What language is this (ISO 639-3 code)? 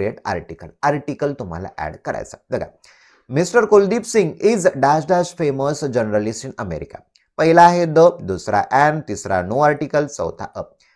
mar